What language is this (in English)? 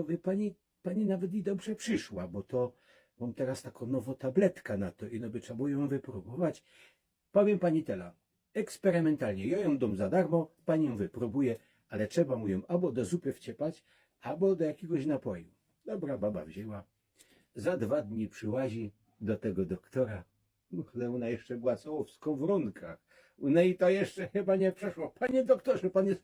Silesian